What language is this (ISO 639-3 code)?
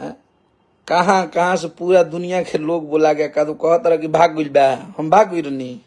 bho